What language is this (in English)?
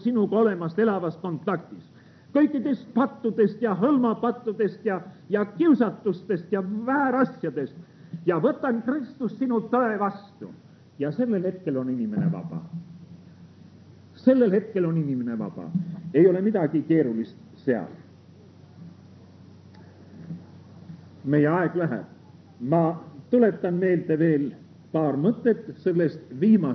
Estonian